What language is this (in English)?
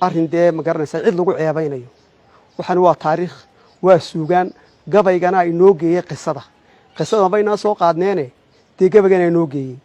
Somali